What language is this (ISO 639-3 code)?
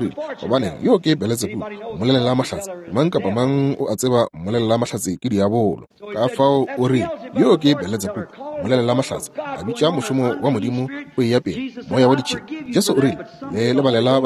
nso